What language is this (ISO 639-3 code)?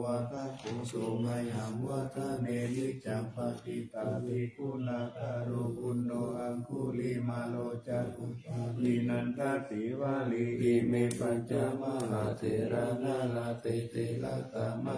pli